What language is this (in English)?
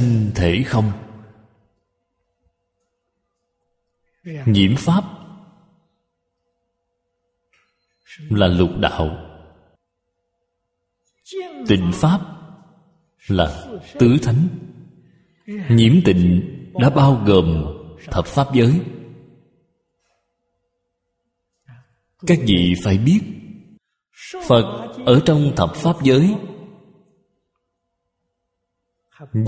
Vietnamese